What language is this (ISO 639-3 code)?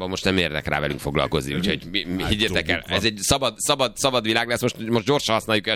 hun